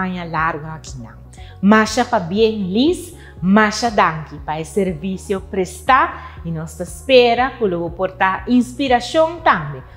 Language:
Papiamento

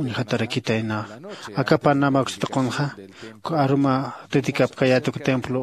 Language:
Aymara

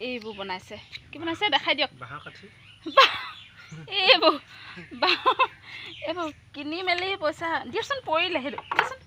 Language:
Assamese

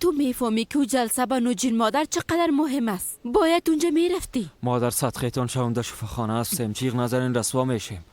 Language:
Persian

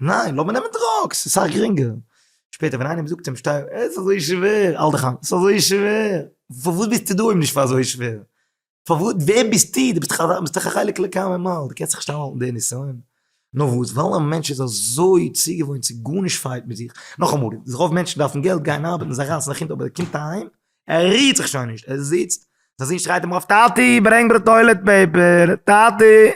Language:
Yiddish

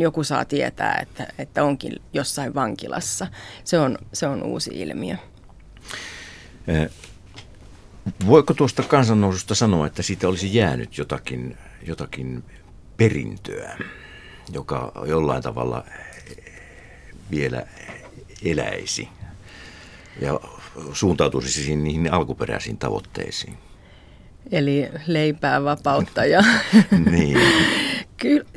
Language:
Finnish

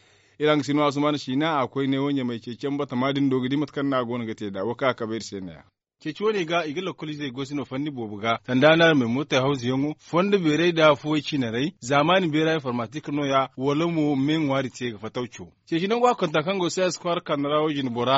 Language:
Zarma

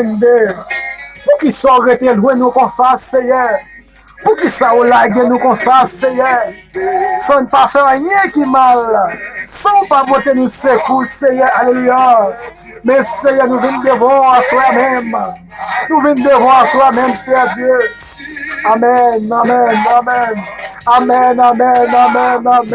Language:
Haitian Creole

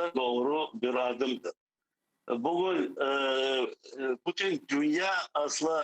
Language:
Crimean Tatar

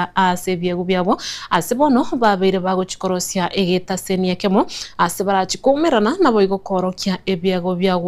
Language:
Gusii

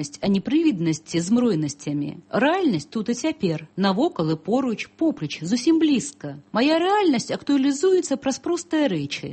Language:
Belarusian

